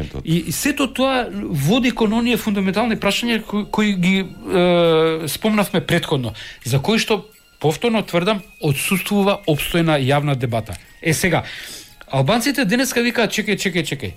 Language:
Macedonian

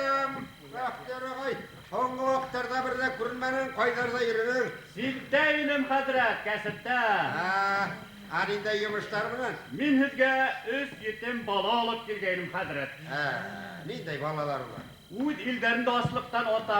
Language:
Bashkir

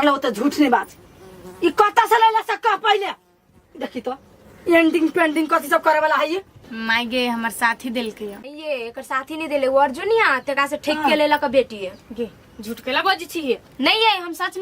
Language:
Maithili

